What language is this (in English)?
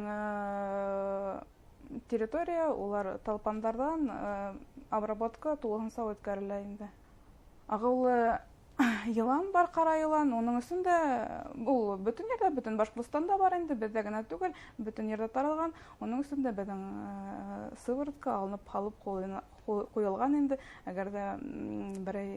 Bashkir